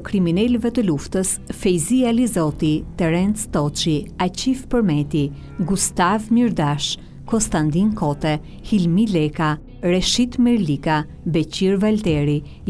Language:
Albanian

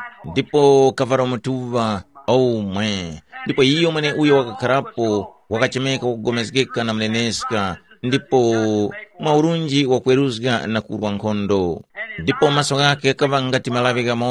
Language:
Tumbuka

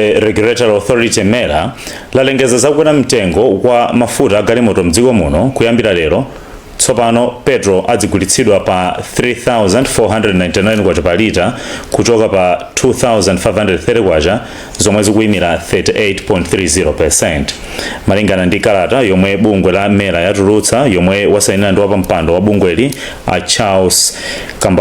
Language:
Nyanja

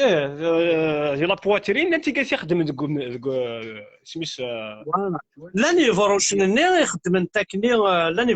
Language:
Kabyle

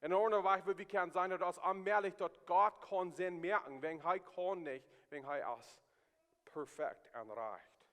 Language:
Plautdietsch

